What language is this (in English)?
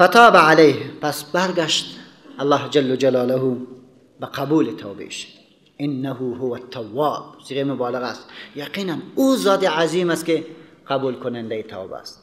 Persian